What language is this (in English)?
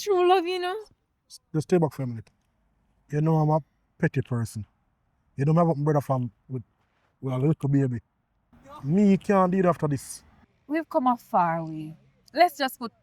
Jamaican Creole English